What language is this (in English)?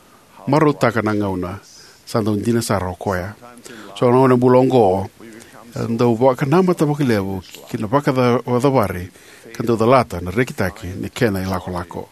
Fijian